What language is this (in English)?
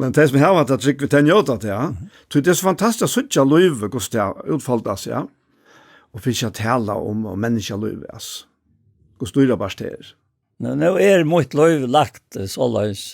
Faroese